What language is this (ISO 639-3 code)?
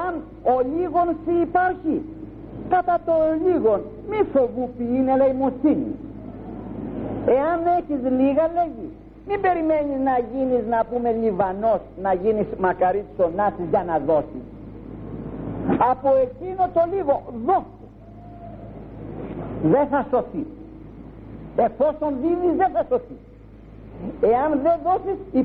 ell